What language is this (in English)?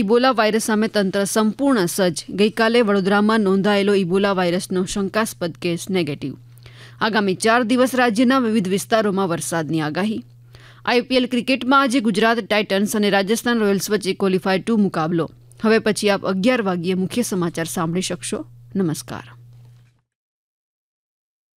Gujarati